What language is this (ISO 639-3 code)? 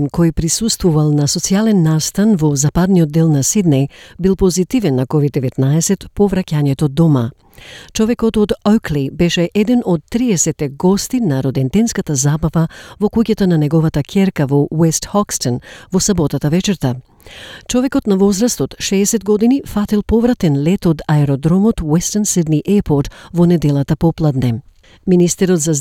mkd